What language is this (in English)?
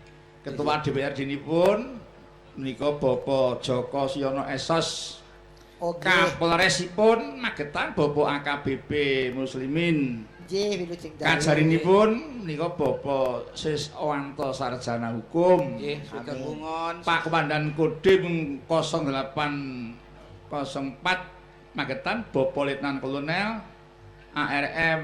Javanese